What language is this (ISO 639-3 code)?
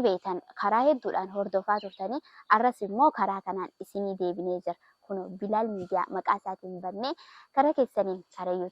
orm